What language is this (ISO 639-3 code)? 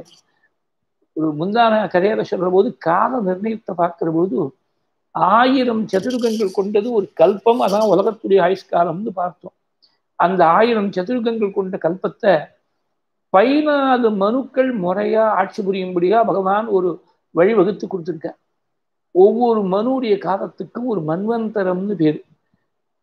tam